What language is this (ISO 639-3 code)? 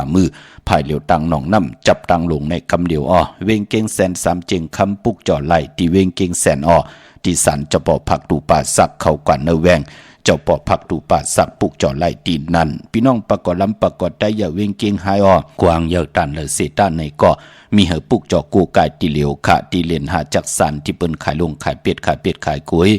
shn